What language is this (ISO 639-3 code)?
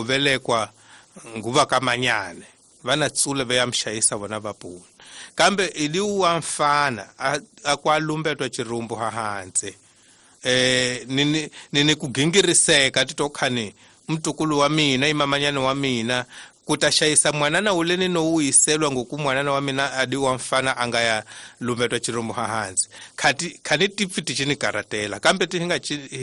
tso